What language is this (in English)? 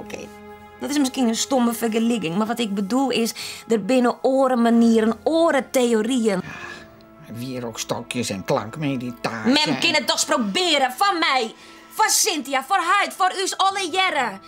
Western Frisian